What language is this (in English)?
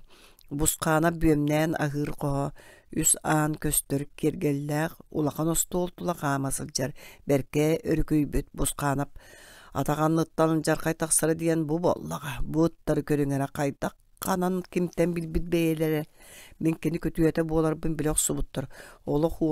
Yakut